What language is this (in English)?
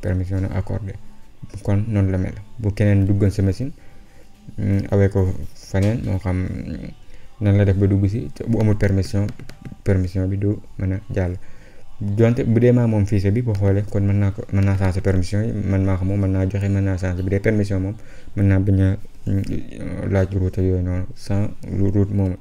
Wolof